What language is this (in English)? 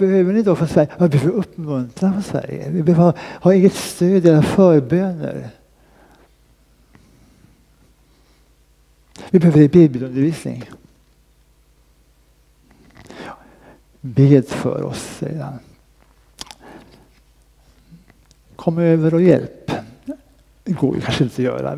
Swedish